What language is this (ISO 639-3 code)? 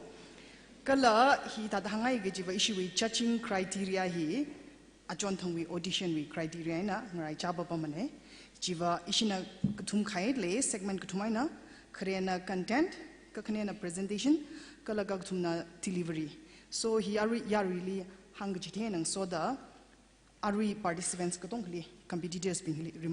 nmf